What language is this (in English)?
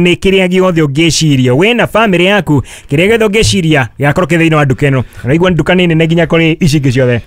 Kikuyu